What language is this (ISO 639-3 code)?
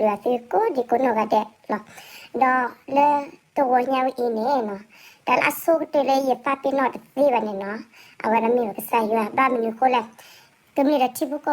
ksw